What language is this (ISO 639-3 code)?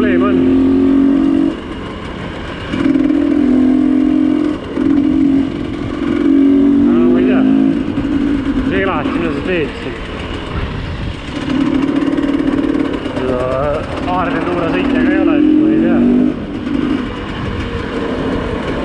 est